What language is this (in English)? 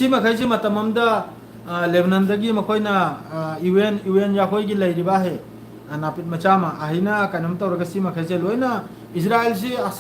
Manipuri